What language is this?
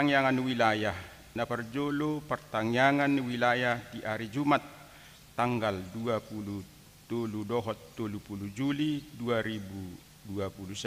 Batak Toba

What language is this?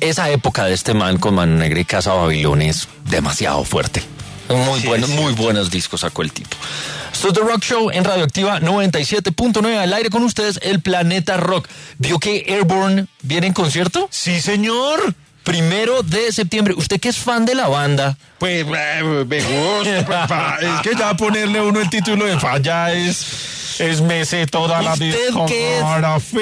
Spanish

